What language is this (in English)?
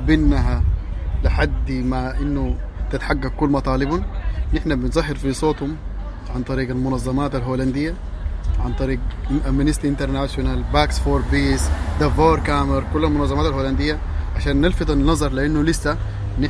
Sudanese Arabic